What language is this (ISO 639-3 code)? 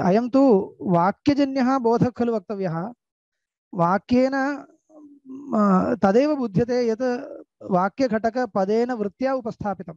san